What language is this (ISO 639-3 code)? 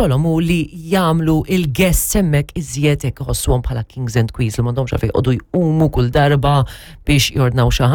mlt